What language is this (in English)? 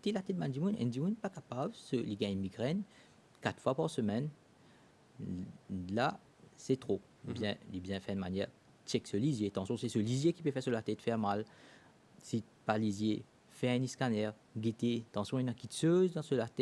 Morisyen